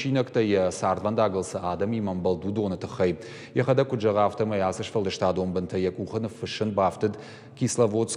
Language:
Ossetic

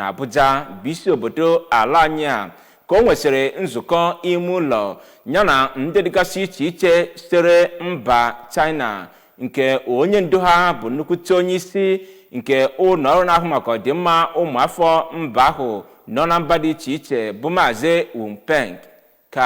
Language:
Igbo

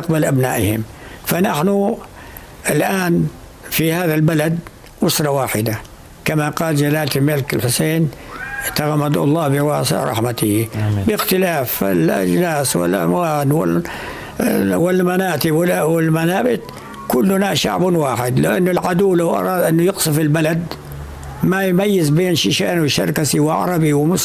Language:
North Levantine Arabic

